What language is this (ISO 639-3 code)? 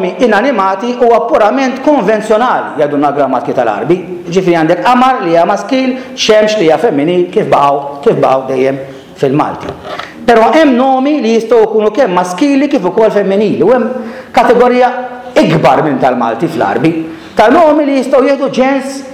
mlt